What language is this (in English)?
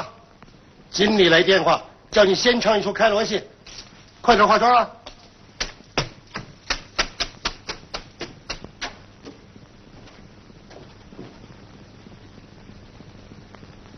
Chinese